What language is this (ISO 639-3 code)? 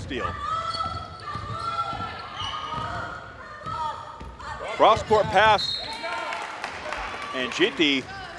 eng